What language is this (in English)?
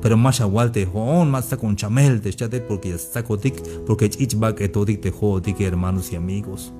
Tzeltal